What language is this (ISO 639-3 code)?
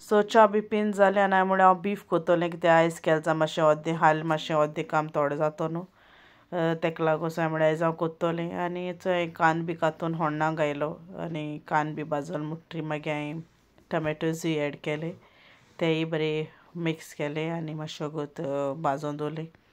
kok